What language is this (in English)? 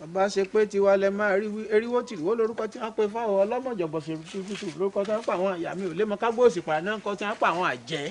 Yoruba